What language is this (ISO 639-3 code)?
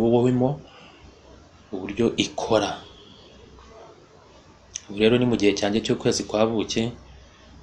kin